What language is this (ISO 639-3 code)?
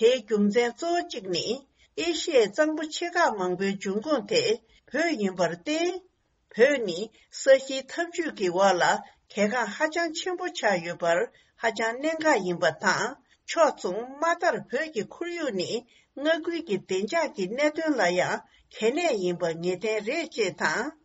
bod